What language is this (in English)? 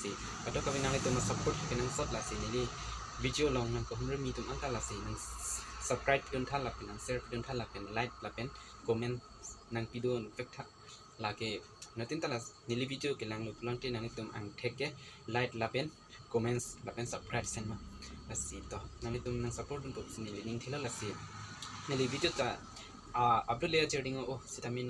Karbi